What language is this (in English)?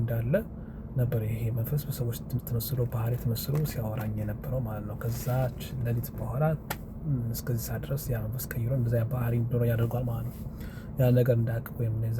Amharic